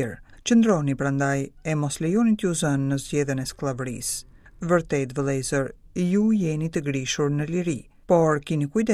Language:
Albanian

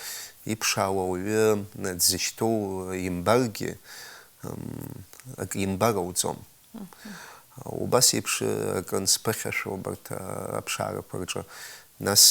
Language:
Abkhazian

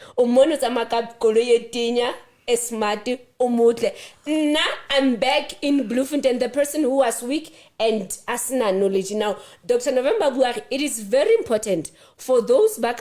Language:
Southern Sotho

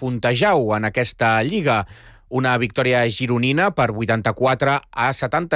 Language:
Catalan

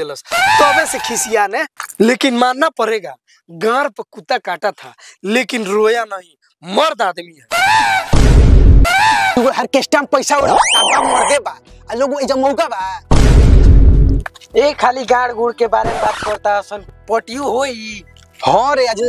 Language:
Bhojpuri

